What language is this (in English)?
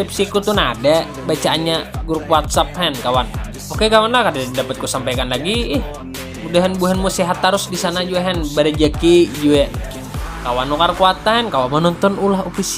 Banjar